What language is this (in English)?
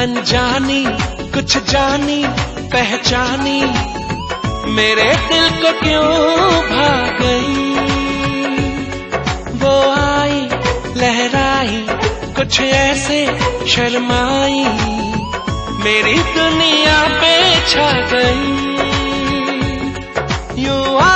Hindi